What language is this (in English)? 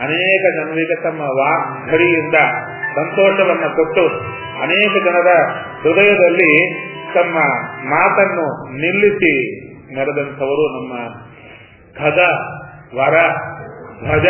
Kannada